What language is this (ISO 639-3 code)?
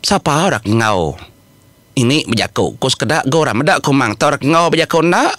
iba